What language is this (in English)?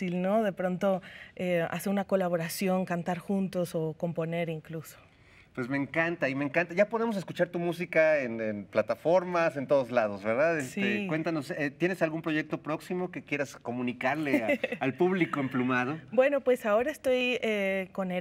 Spanish